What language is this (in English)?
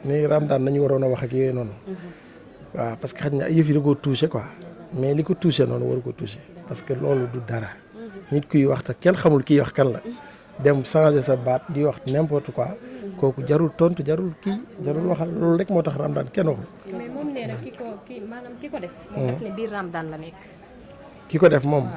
Wolof